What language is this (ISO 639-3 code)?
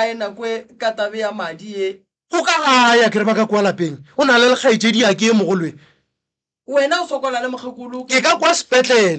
nso